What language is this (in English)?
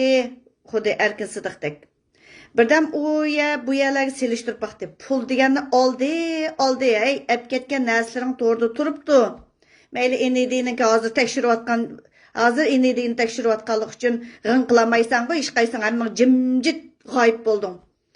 Uyghur